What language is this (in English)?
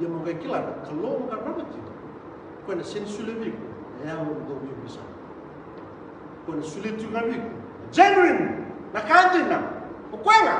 Fijian